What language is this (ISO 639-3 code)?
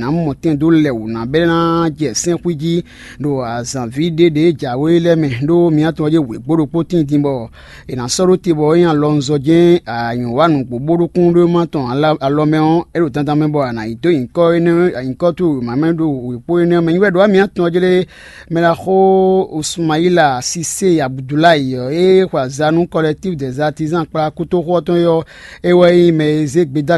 fon